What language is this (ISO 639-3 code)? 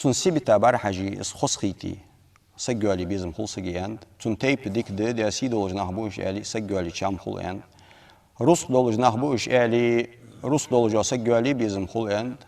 inh